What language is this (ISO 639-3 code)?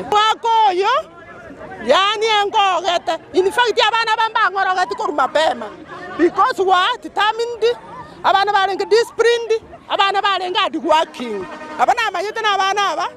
guz